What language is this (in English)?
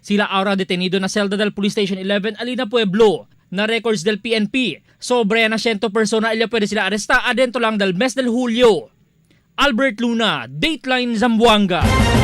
Chavacano